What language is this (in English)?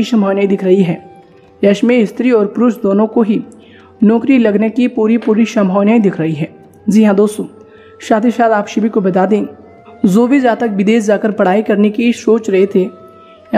Hindi